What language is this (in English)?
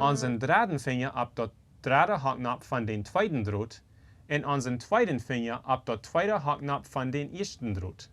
Plautdietsch